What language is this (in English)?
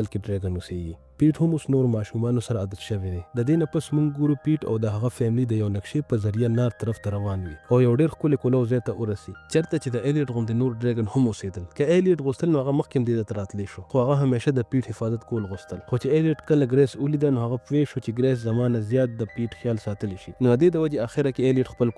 Pashto